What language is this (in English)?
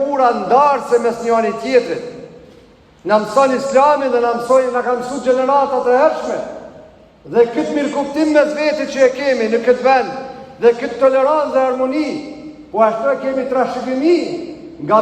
Albanian